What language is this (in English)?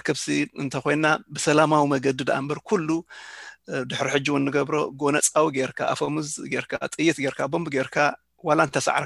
Tigrinya